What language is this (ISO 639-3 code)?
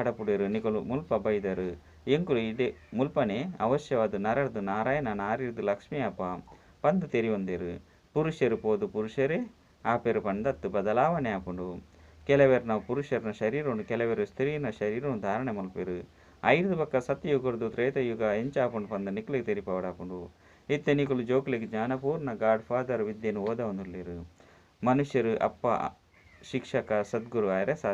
tcy